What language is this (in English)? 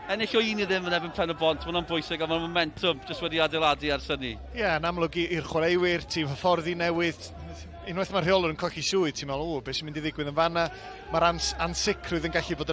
Welsh